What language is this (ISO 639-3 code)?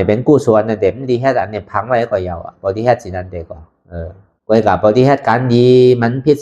shn